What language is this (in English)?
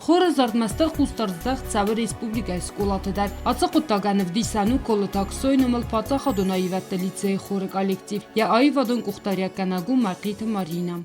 Ossetic